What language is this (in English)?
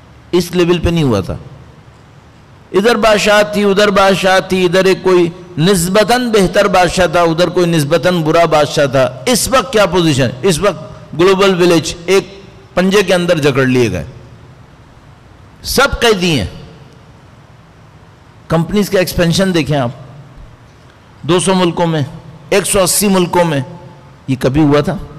Urdu